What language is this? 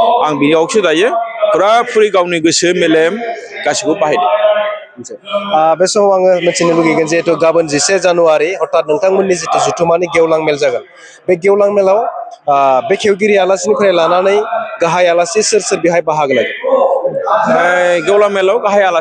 Bodo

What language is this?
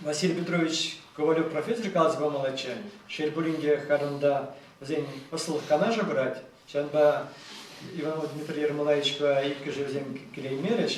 Chuvash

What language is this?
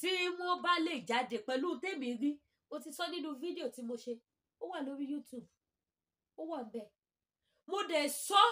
Yoruba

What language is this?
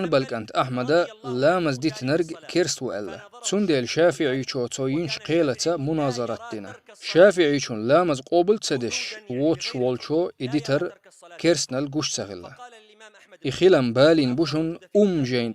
Chechen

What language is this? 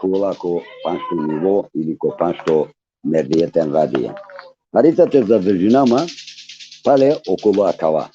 Balkan Romani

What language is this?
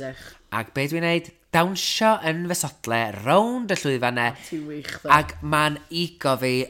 Welsh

